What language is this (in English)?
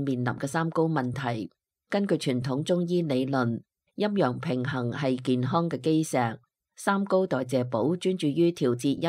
Cantonese